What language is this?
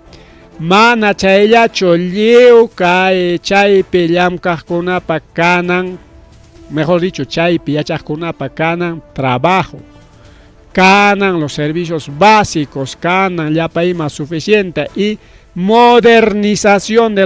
Ayacucho Quechua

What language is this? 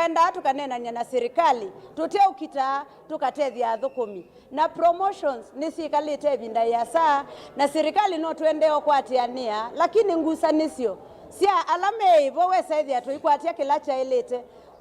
Kamba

